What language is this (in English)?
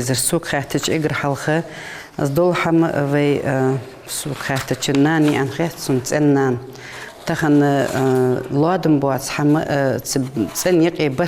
Ingush